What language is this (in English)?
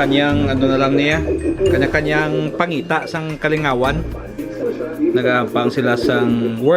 Hiligaynon